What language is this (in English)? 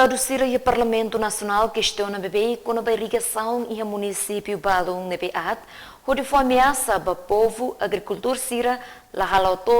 Tetum